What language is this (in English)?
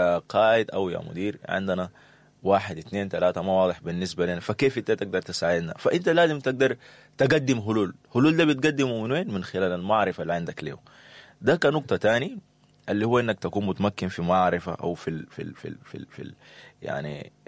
Sudanese Arabic